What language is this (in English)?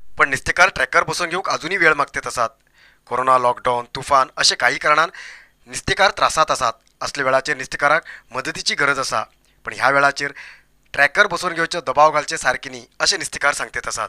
Konkani